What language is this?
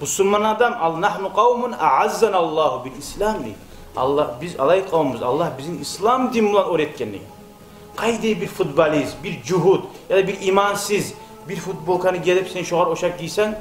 Kumyk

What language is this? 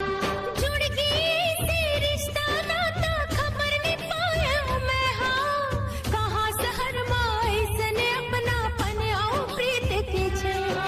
Chhattisgarhi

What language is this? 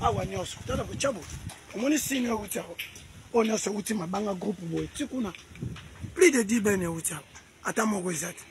Lingala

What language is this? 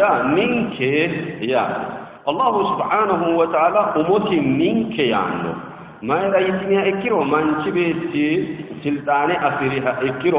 Sidamo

